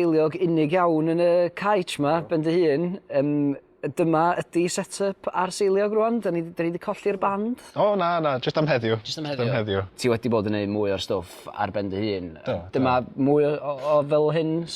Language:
Welsh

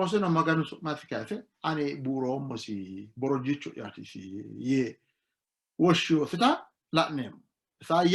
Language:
Sidamo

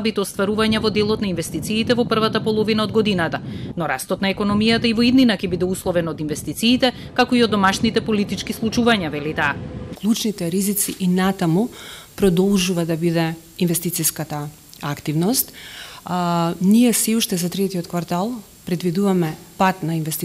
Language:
Macedonian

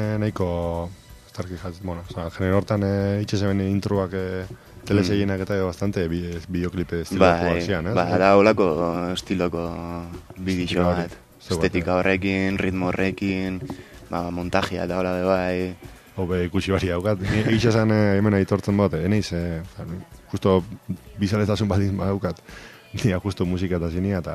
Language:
Basque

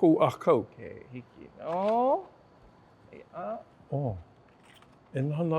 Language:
Hawaiian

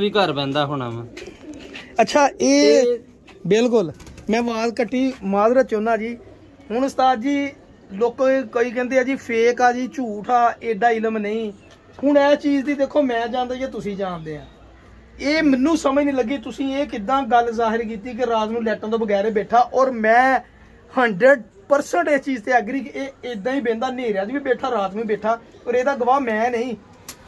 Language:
Punjabi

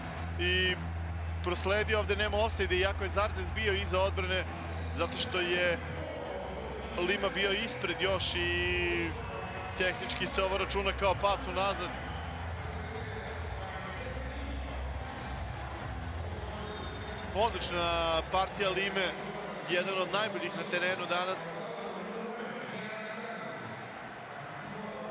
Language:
Serbian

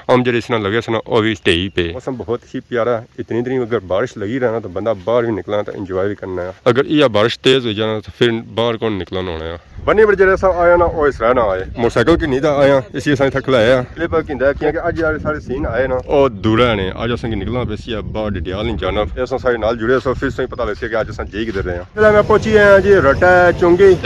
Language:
Pahari-Potwari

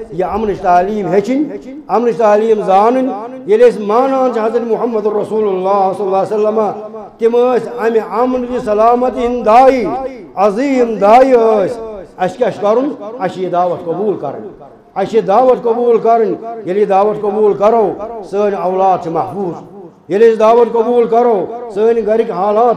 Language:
Kashmiri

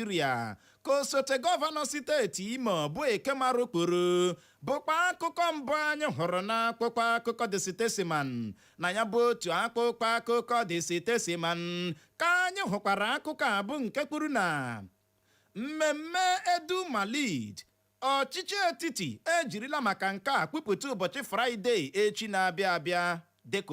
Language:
Igbo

